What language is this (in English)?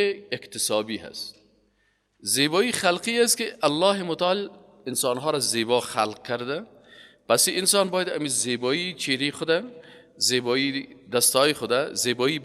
Persian